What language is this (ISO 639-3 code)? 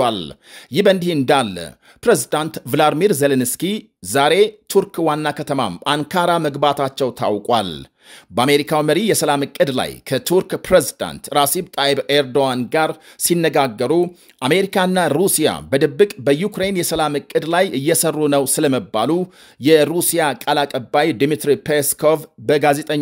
amh